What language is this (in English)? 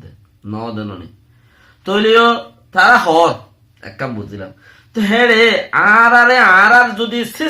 Rohingya